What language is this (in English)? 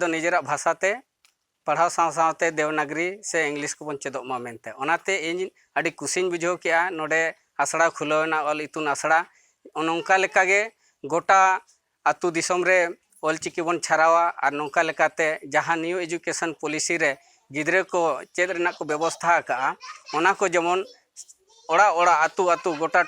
Santali